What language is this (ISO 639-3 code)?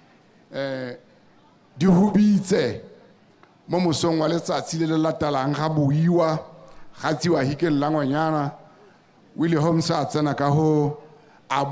tsn